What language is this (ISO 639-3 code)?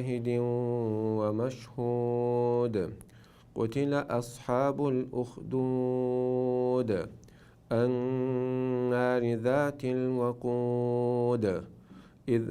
che